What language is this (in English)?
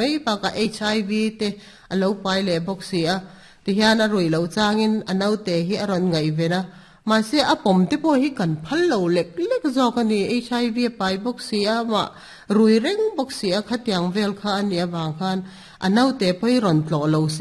Mizo